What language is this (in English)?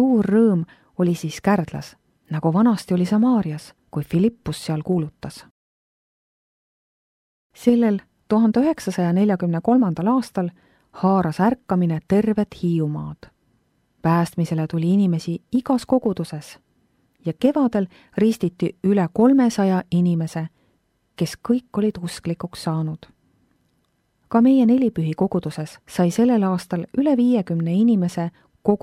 Estonian